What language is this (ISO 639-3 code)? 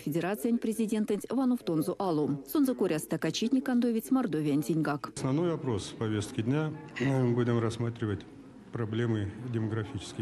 myv